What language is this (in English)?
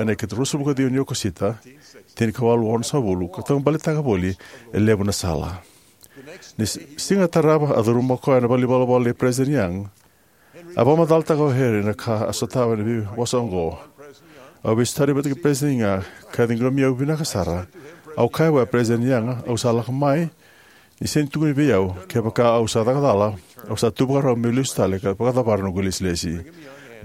Fijian